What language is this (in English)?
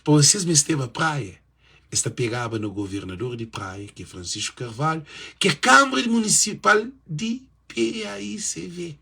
Kabuverdianu